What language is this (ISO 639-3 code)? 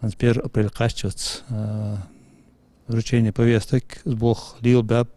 inh